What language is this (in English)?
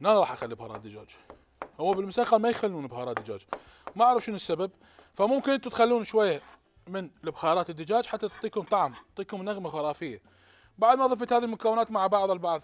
Mesopotamian Arabic